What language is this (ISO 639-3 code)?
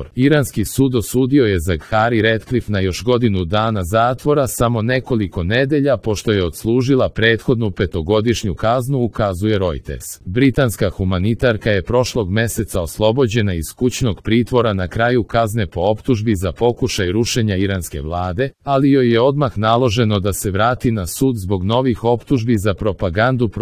srp